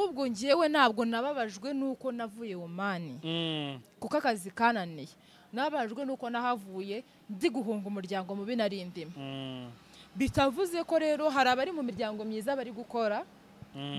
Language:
Kinyarwanda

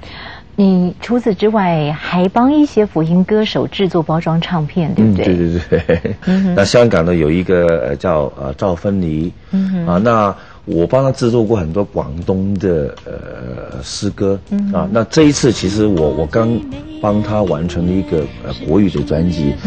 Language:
Chinese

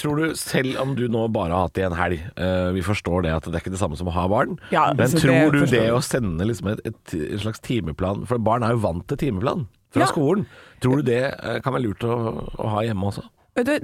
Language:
Norwegian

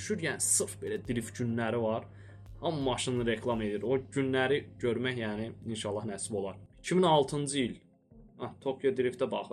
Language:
Azerbaijani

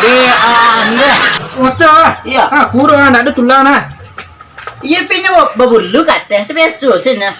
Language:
Minangkabau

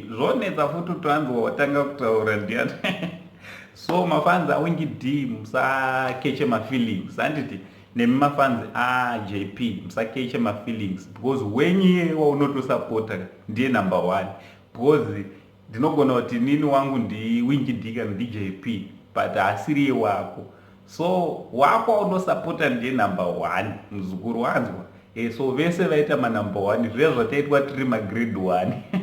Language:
Shona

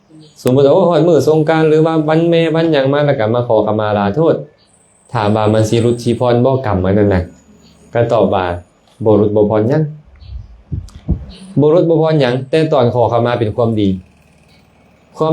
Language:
Lao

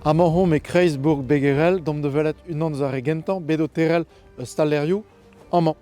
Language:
Breton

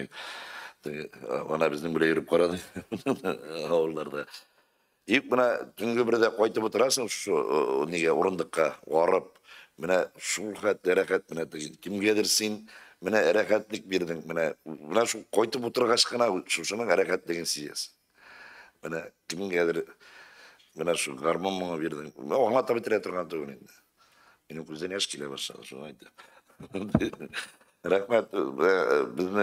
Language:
Tatar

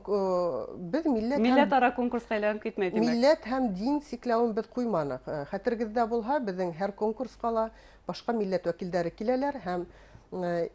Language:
Bashkir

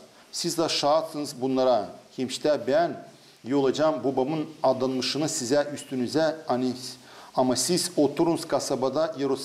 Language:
Gagauz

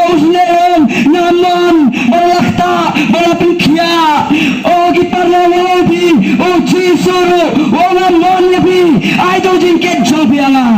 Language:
Khasi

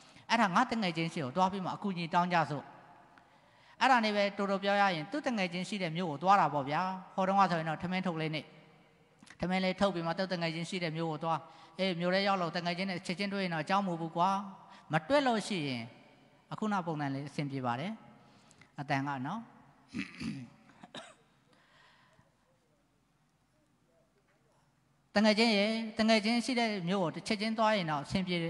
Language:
Burmese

